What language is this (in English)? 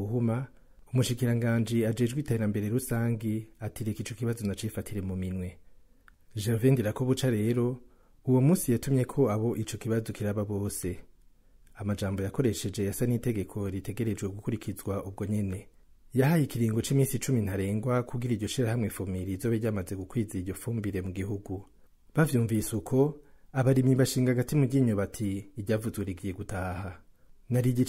Rundi